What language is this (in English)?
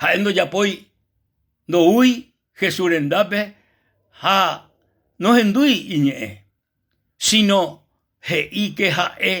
Guarani